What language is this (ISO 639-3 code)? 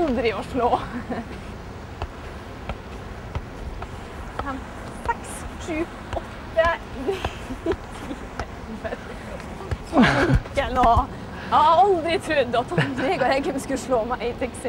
nor